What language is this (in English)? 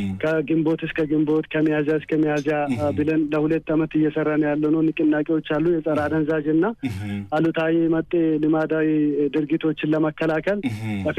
Amharic